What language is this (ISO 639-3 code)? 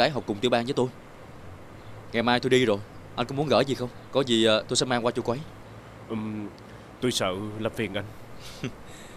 vie